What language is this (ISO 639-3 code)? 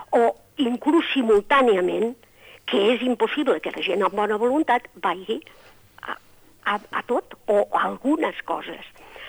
cat